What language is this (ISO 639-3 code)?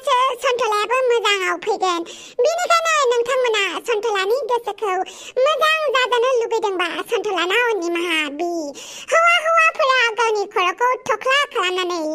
brx